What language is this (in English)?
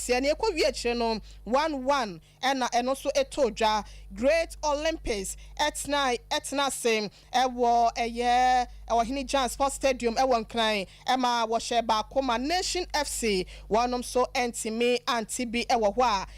Akan